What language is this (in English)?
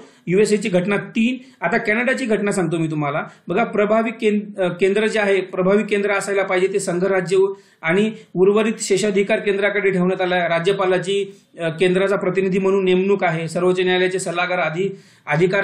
Marathi